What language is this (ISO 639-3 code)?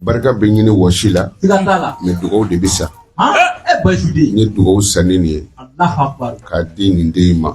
bam